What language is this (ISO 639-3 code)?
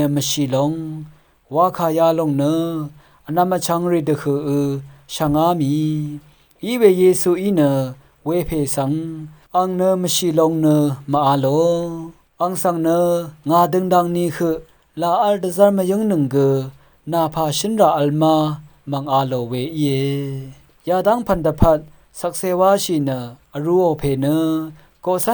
raw